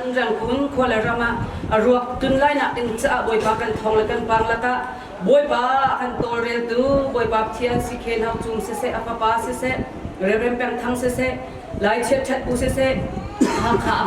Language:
Hakha Chin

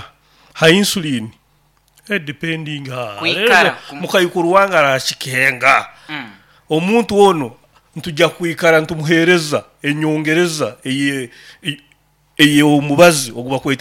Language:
Nyoro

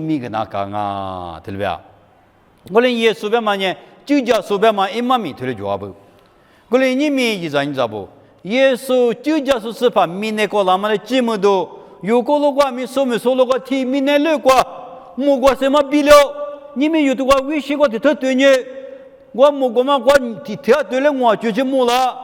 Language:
Lisu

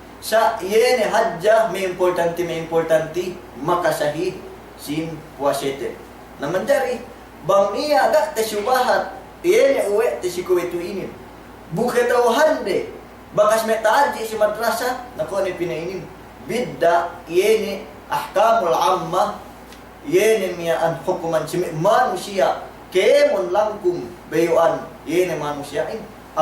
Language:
Yakan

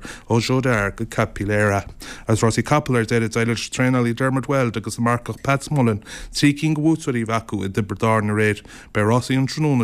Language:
Irish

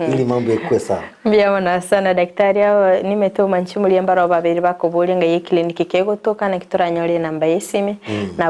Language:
Gusii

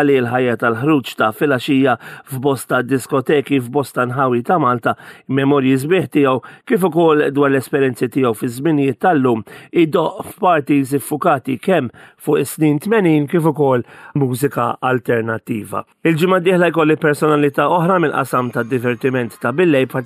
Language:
Maltese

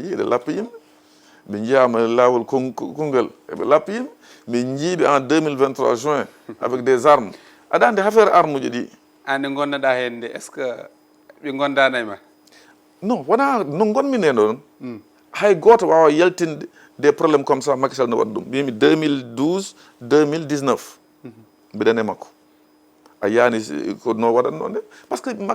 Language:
Fula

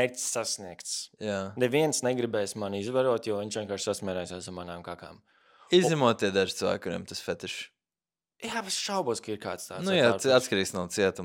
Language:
Latvian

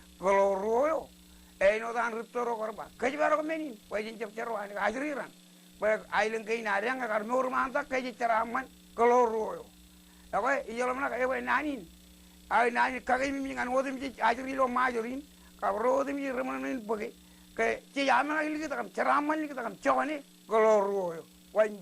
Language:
Marshallese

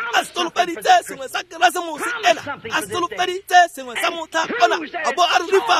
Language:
Tswana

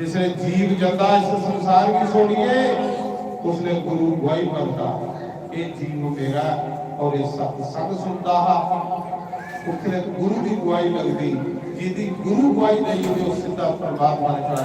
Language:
Dogri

